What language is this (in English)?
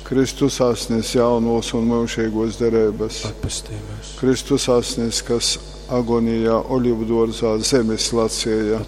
Latgalian